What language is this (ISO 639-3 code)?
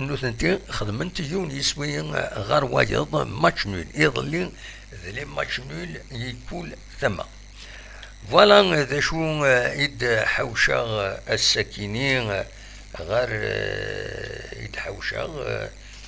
kab